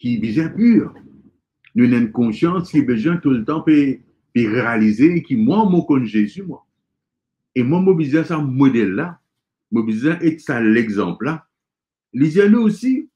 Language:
Morisyen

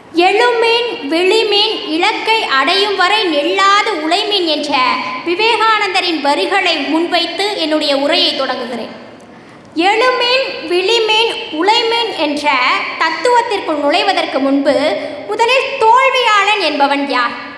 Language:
Tamil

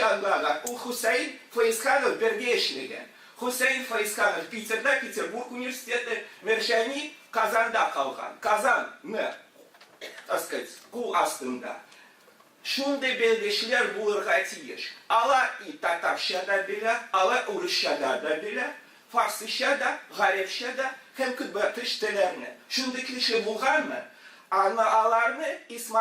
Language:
Tatar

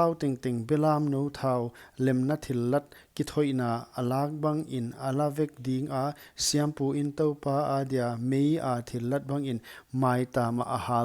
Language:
Paite Chin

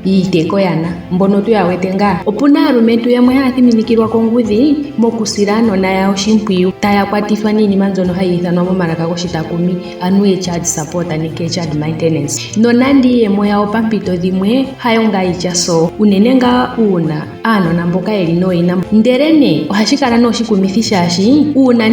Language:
Ndonga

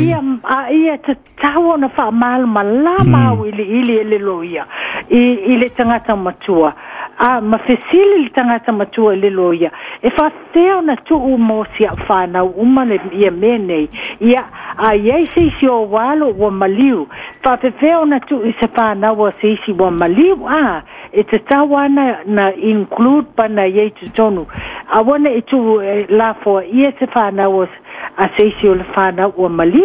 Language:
Samoan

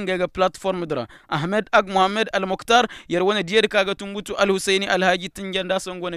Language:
Koyraboro Senni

